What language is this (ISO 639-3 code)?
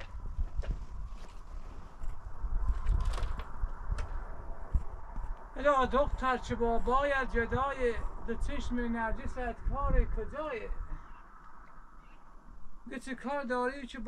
fas